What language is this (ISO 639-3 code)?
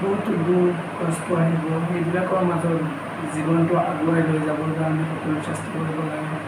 asm